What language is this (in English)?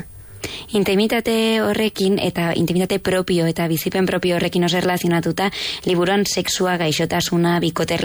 Basque